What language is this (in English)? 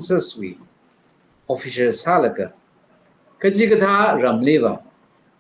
Tangkhul Naga (India)